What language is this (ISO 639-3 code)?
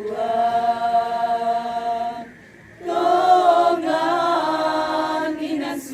sda